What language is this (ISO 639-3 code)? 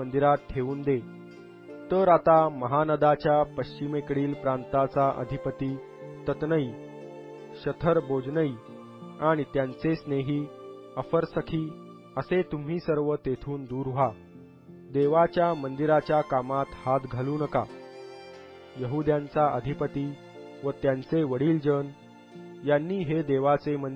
mar